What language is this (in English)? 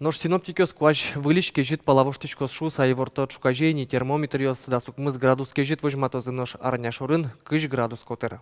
Udmurt